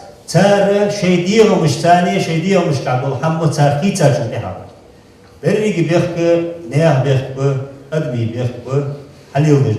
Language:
Ingush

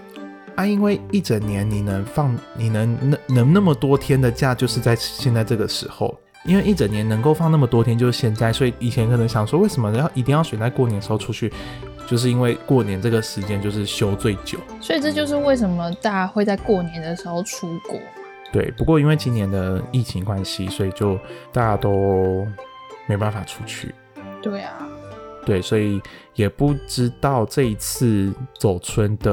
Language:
Chinese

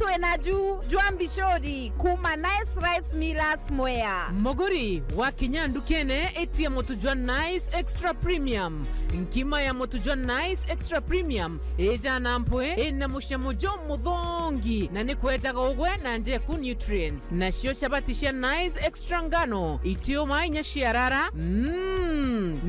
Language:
Meru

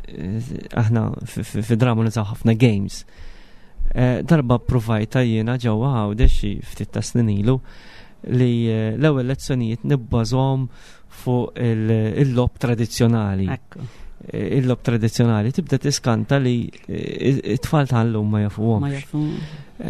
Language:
Maltese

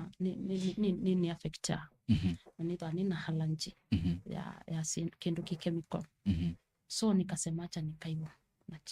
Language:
Kamba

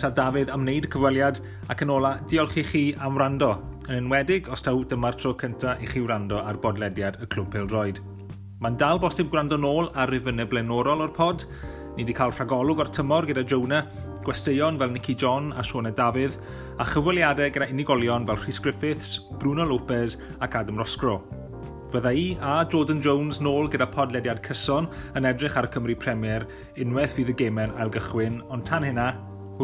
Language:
Welsh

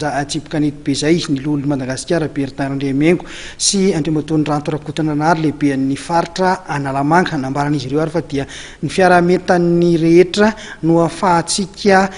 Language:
Malagasy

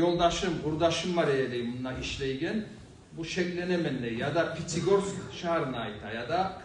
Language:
Kumyk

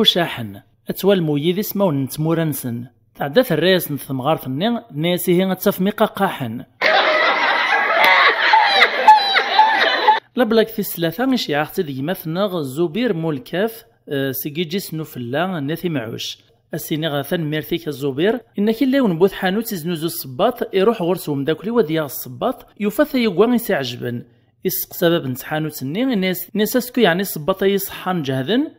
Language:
Kabyle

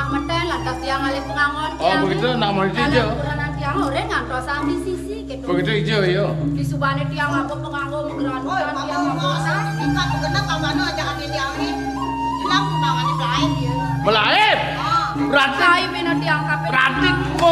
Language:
Balinese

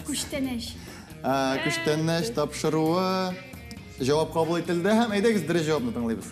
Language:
Tatar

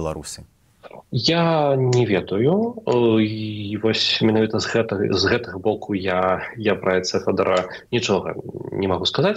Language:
Belarusian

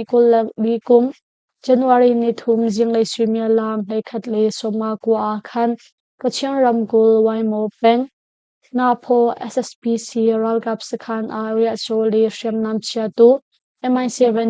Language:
Hakha Chin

